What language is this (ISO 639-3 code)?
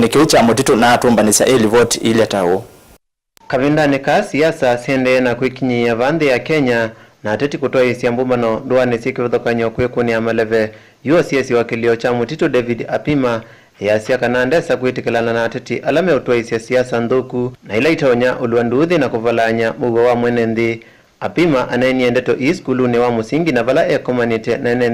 kam